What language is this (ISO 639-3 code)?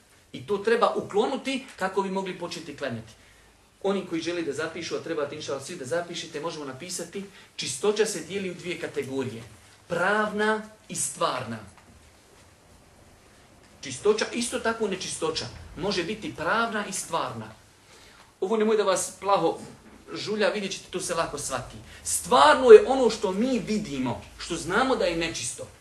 bos